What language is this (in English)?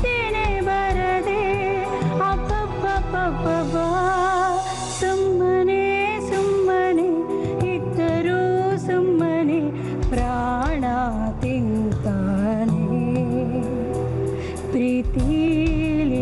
Kannada